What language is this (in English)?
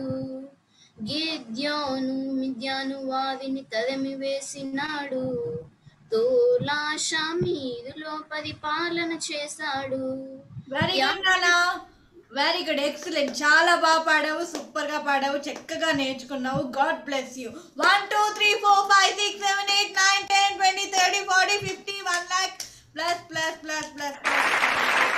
Telugu